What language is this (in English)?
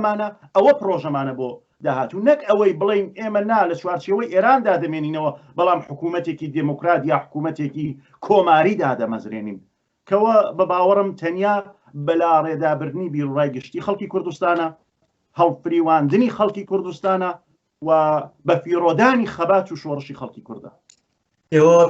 Central Kurdish